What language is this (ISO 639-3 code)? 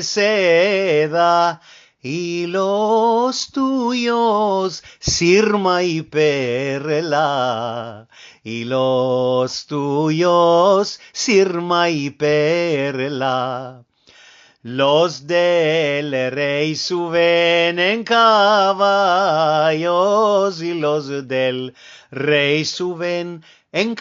lad